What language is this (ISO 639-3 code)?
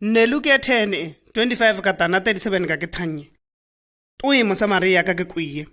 shg